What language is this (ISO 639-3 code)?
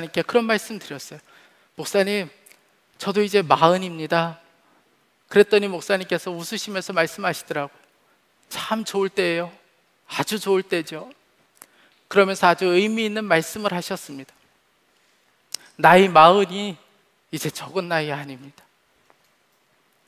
kor